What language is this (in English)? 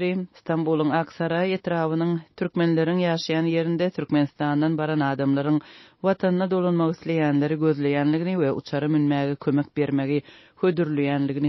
Turkmen